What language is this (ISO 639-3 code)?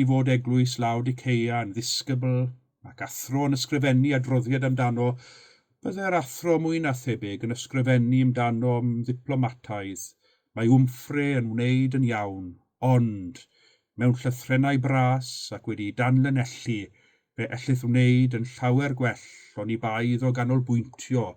cym